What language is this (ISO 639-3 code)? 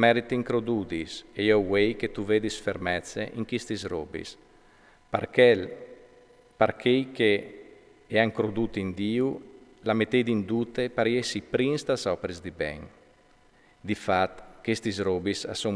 fur